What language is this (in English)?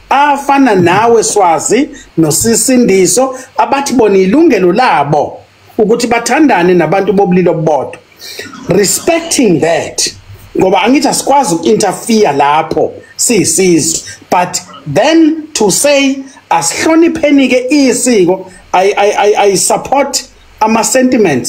Zulu